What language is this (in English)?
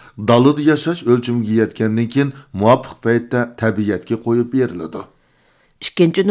Uyghur